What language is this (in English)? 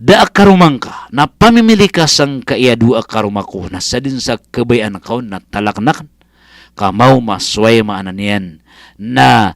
Maranao